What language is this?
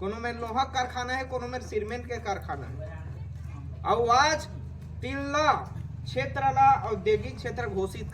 Chhattisgarhi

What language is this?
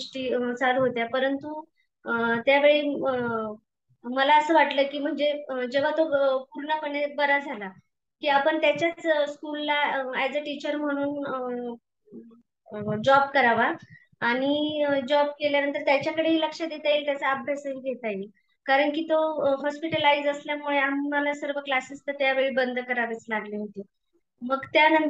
Marathi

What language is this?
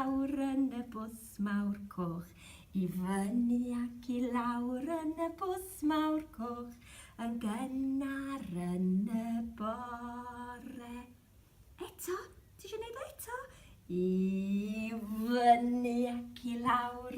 Welsh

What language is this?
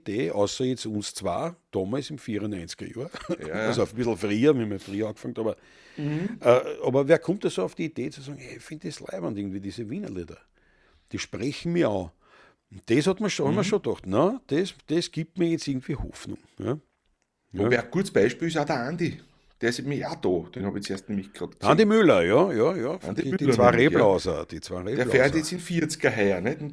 Bavarian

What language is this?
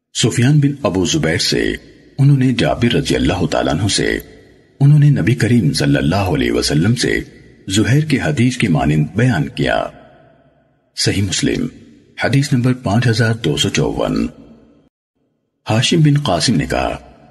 Urdu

